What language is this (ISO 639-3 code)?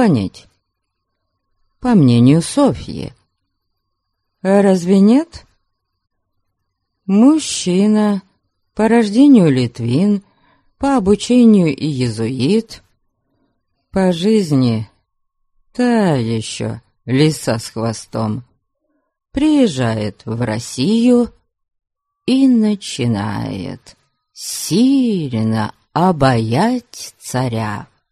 rus